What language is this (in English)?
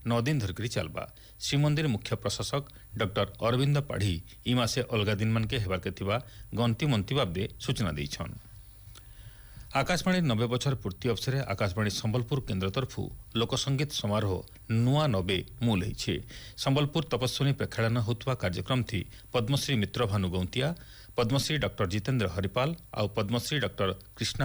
Odia